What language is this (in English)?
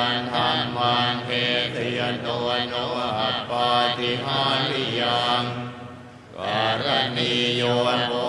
Pali